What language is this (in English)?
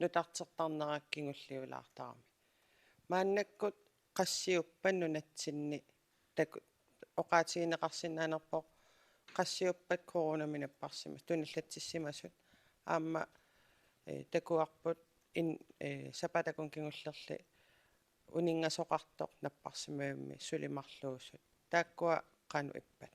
Kalaallisut